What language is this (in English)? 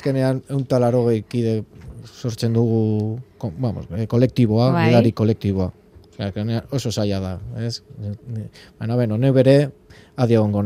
Basque